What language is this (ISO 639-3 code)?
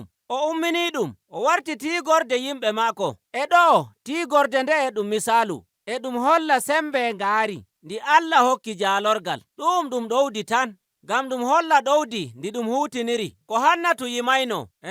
fuv